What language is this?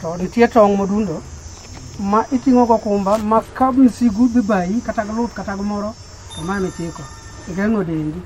Luo (Kenya and Tanzania)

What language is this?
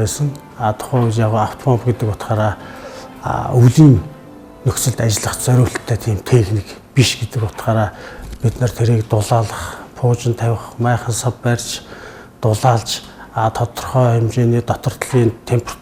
Mongolian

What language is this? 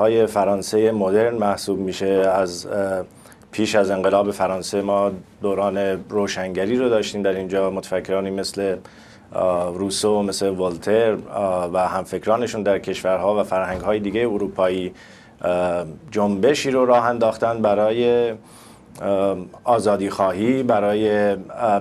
Persian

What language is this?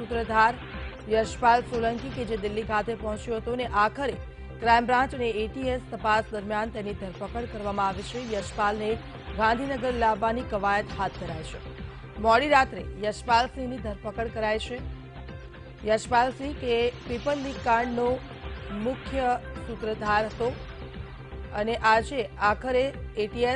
Gujarati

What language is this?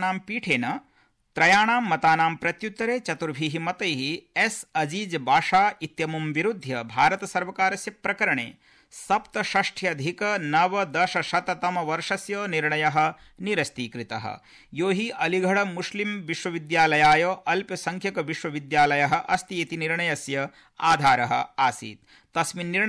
Sanskrit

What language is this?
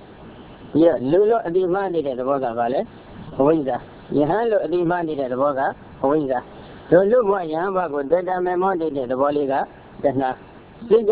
Burmese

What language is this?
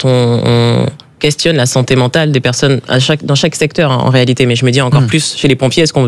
French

